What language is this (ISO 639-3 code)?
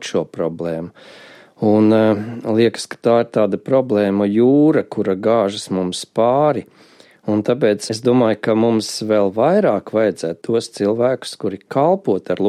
lav